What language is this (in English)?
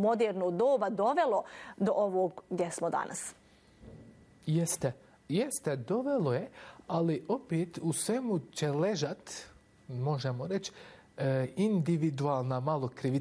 Bosnian